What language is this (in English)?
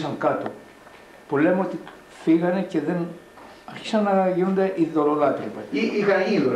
Greek